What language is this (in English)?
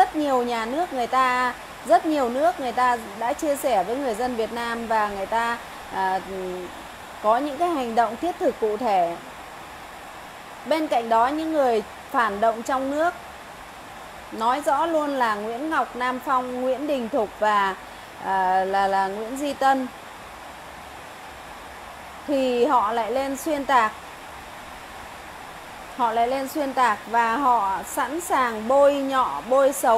Vietnamese